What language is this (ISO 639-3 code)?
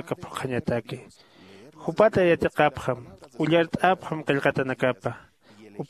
aym